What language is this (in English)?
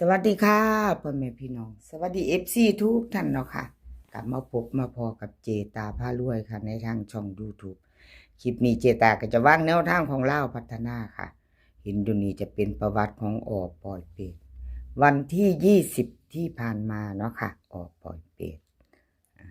Northeastern Thai